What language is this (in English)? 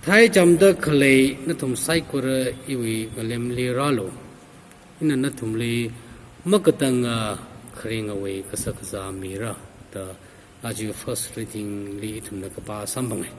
Tangkhul Naga (India)